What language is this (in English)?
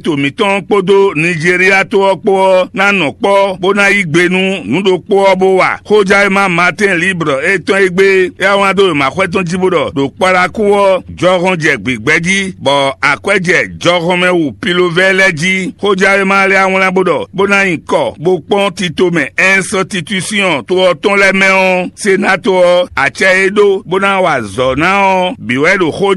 Fon